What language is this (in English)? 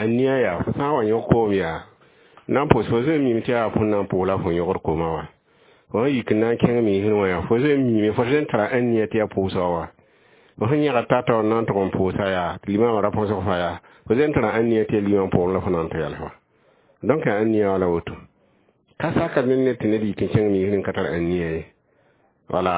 Mossi